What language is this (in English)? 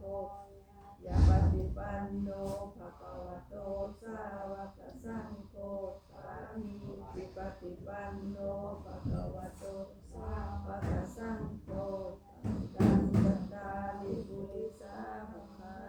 Pali